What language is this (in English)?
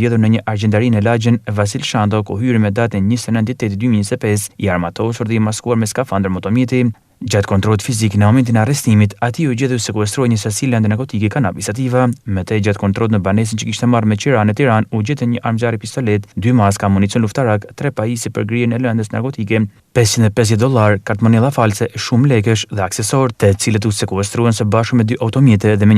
Albanian